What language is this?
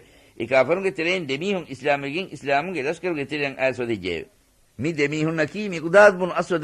Divehi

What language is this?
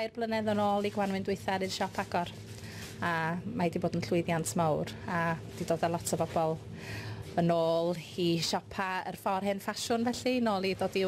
Welsh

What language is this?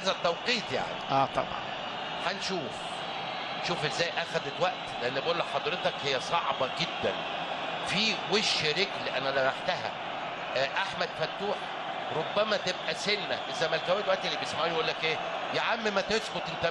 Egyptian Arabic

